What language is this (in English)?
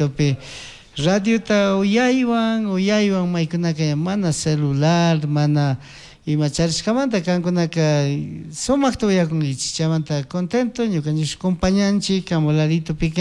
Chimborazo Highland Quichua